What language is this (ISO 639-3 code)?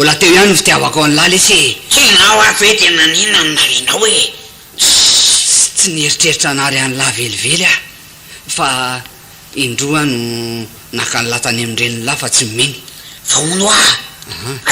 mlg